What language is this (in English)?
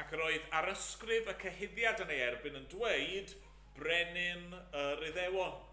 Welsh